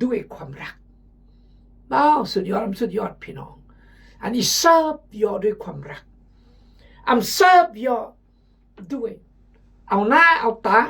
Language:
Khmu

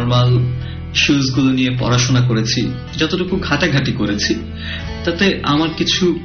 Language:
Bangla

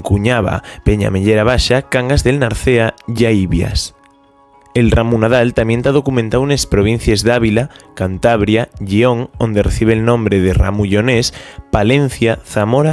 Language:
Asturian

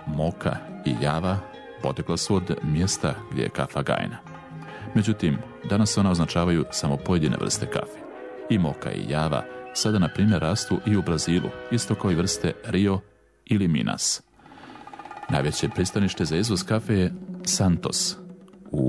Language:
Bosnian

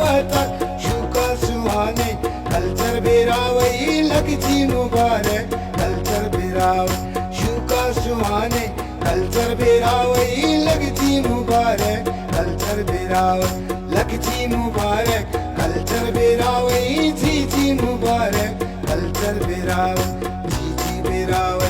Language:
Brahui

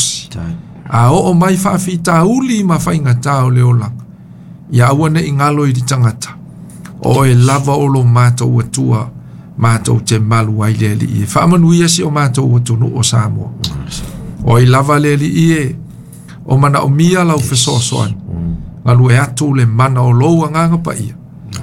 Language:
Samoan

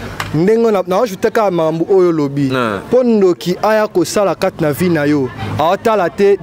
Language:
Lingala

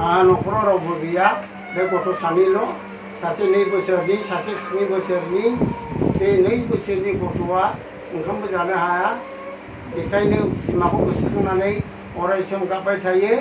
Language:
Bodo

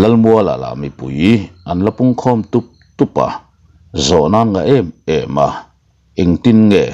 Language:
Mizo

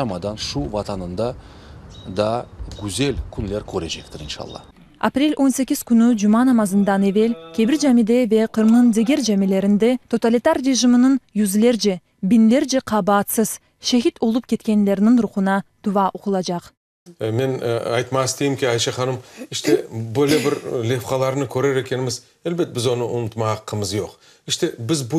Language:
Crimean Tatar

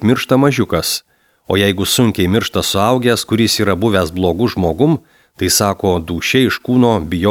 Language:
Lithuanian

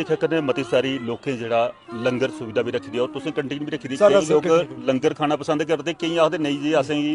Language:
Dogri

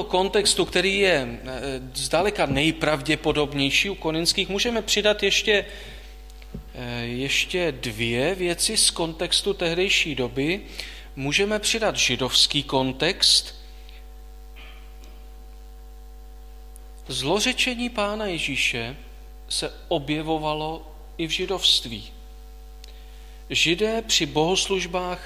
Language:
Czech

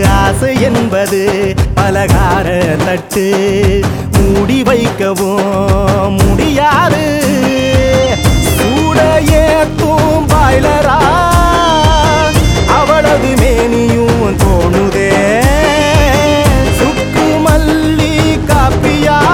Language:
Tamil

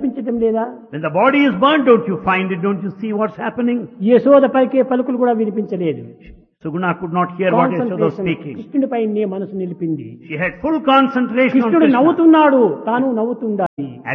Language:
Telugu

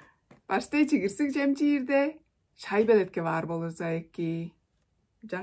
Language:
Tuvinian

